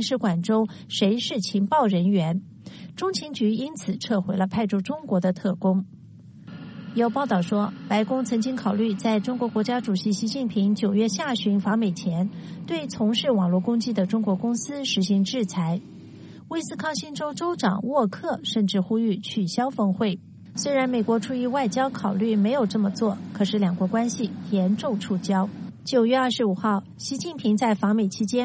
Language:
Chinese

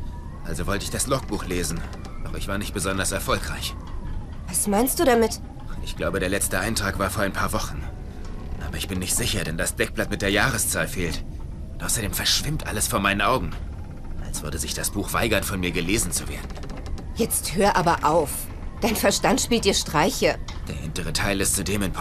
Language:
Bavarian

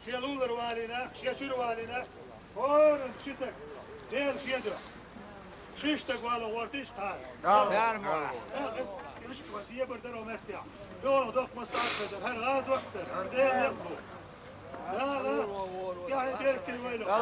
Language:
Chechen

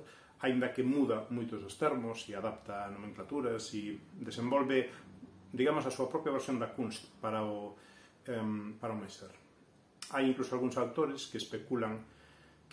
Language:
Galician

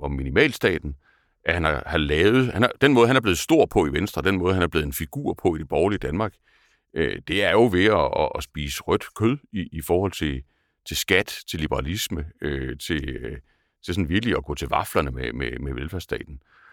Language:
Danish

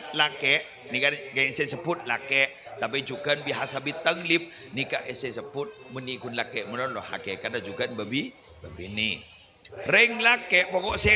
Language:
Madurese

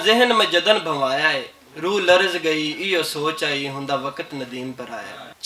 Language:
Western Panjabi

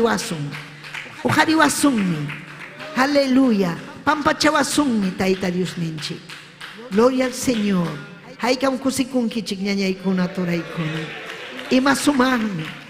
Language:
Ayacucho Quechua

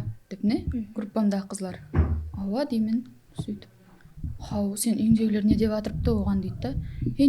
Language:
Kara-Kalpak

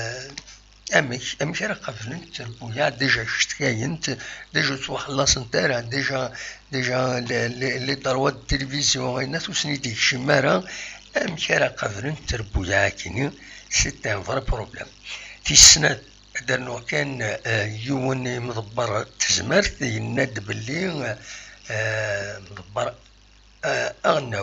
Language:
Kabyle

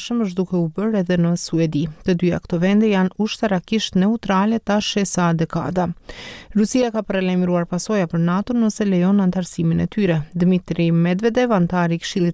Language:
Albanian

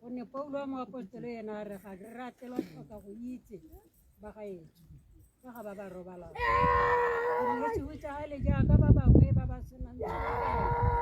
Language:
Tswana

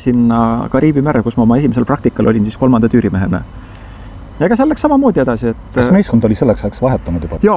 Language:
Estonian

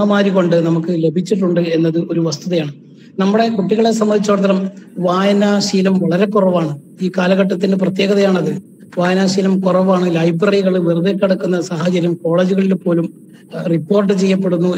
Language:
Malayalam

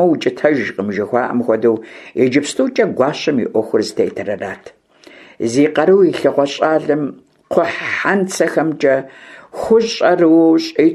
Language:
Kabardian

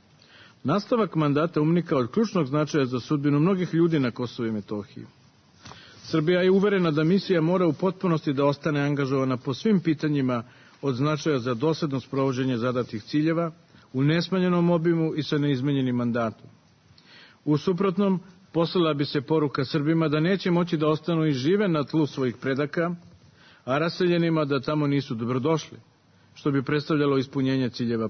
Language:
Serbian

